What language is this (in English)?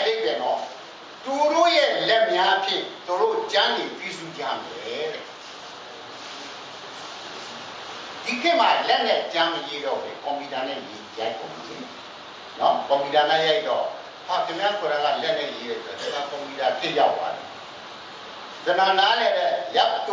Burmese